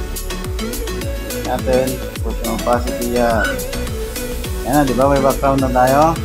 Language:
Filipino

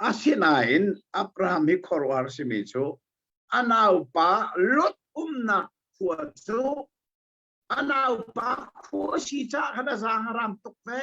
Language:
Hakha Chin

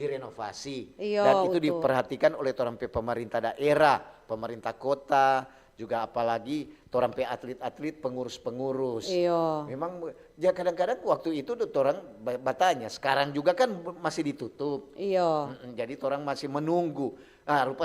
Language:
Manado Malay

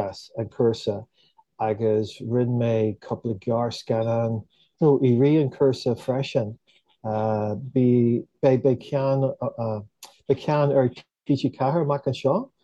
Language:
Irish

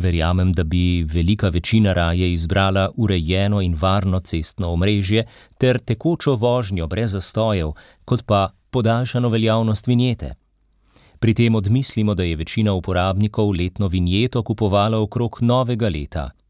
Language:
Slovenian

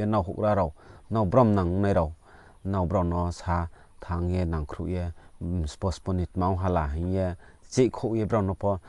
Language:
Riang (India)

